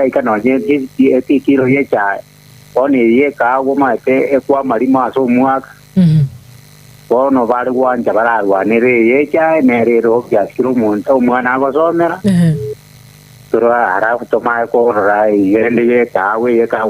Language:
Gusii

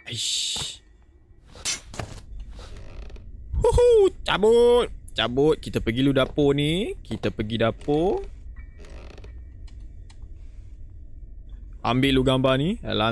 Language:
Malay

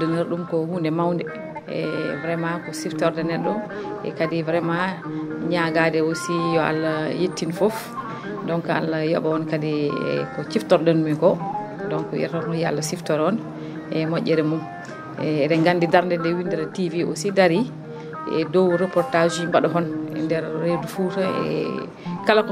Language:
Fula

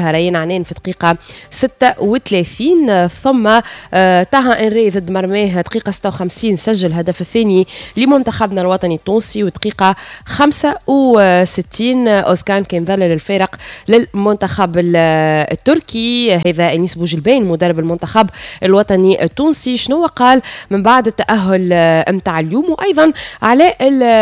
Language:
Tunisian Arabic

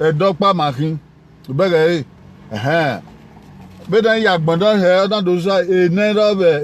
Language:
Bini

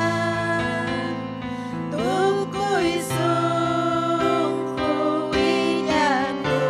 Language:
Ayacucho Quechua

